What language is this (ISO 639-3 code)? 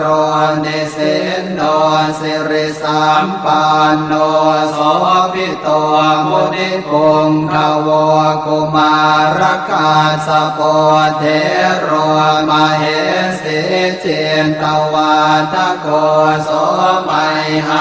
pli